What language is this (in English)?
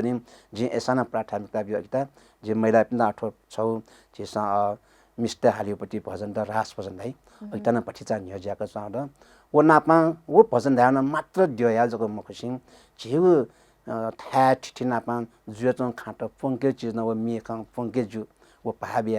Newari